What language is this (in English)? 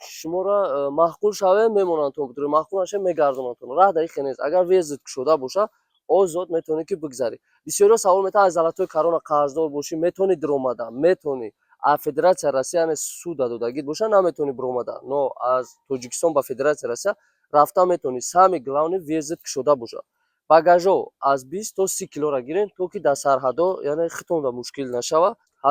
Tajik